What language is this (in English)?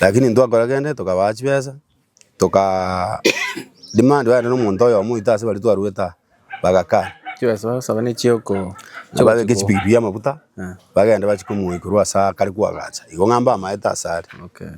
Gusii